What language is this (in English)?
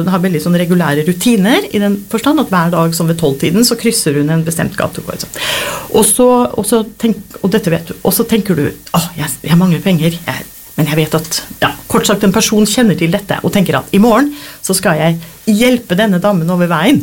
Norwegian